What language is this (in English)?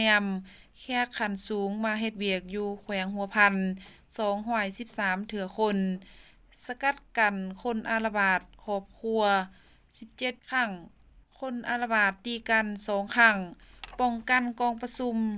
Lao